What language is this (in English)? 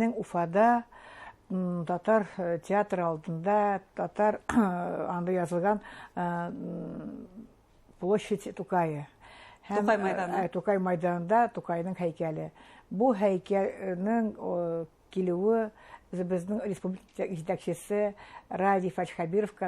Bashkir